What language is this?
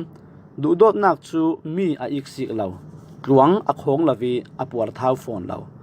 Falam Chin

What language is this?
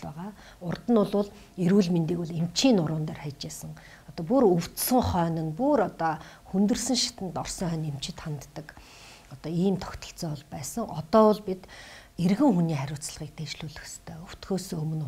Mongolian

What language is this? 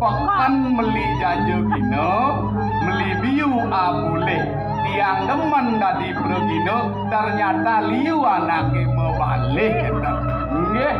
Balinese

